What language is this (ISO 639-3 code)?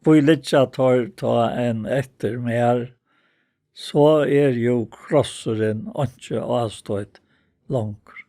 fao